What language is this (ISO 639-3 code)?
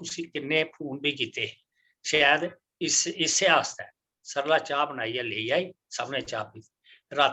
doi